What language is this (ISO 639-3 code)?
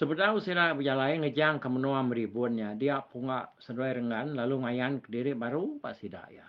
iba